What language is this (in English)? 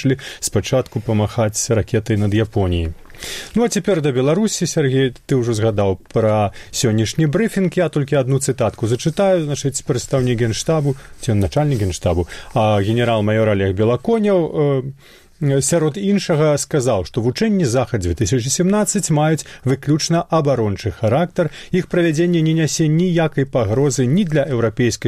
Belarusian